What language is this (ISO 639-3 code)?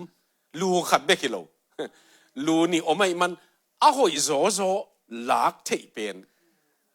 ctd